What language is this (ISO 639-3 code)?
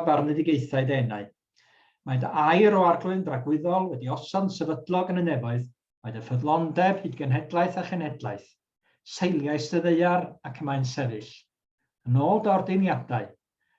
cym